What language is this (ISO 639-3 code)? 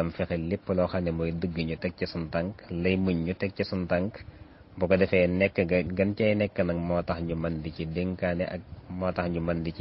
wol